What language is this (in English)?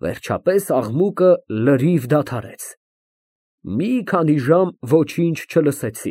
Armenian